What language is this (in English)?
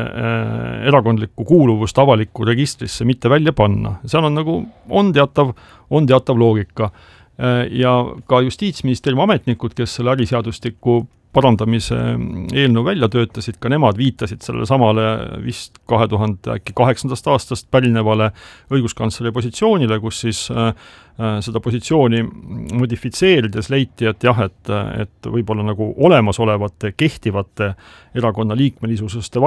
Estonian